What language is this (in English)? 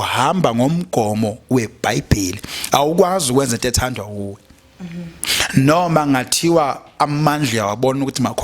Zulu